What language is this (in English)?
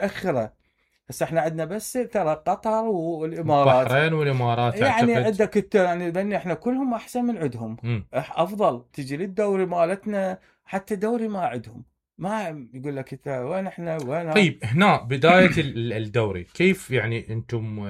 Mesopotamian Arabic